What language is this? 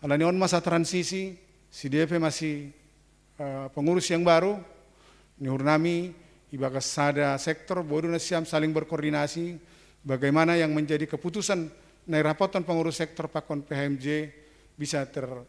Batak Simalungun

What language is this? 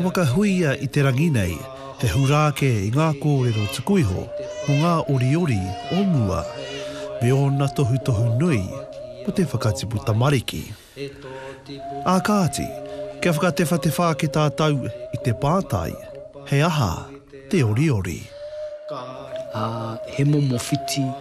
Māori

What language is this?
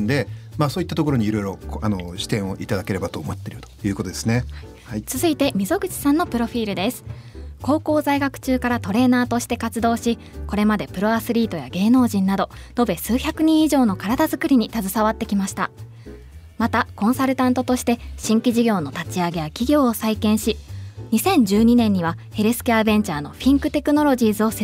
Japanese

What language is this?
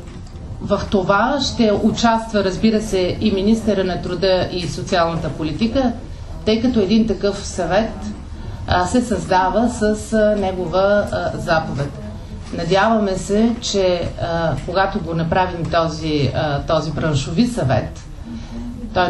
Bulgarian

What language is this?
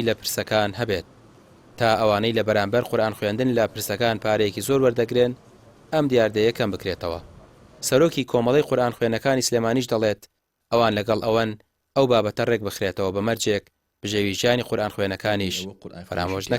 Central Kurdish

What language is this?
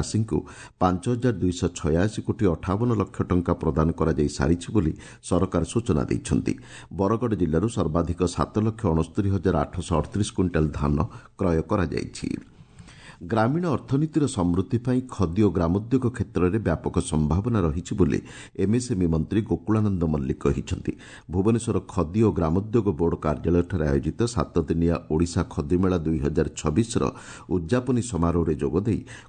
Odia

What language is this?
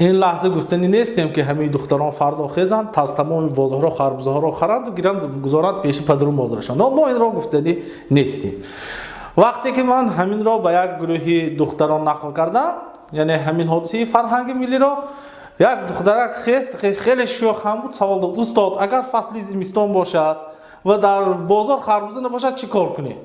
Tajik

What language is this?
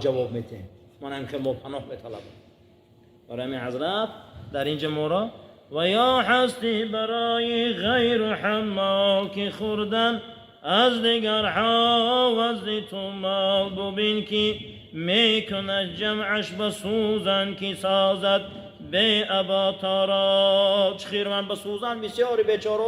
Tajik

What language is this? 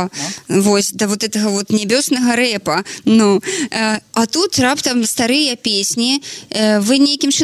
Belarusian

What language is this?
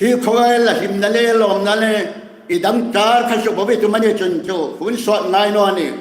Hmar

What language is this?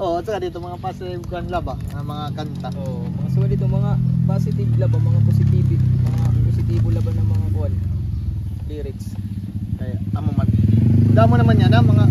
Waray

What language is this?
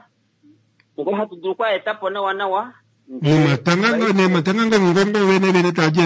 Kuanyama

